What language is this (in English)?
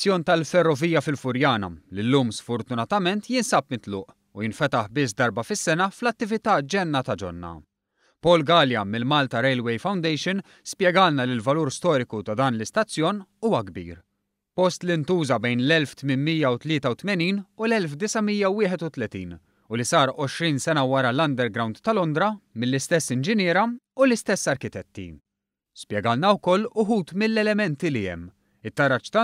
Maltese